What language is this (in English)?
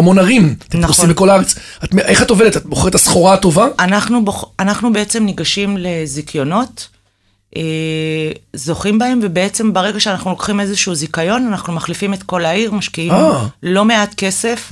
Hebrew